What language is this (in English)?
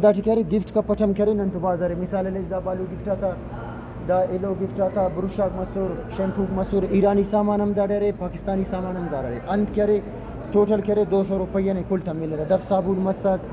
Brahui